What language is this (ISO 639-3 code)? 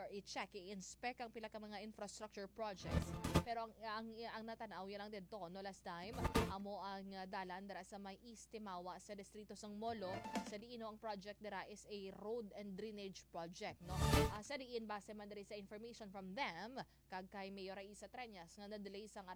hil